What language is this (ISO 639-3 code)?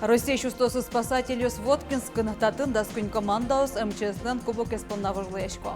udm